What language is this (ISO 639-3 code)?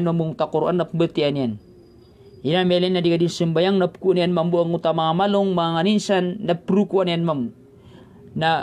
mrw